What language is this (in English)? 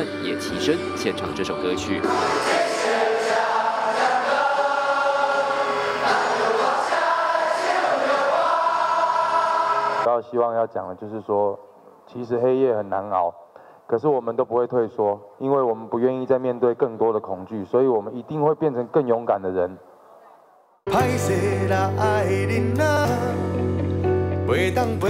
Chinese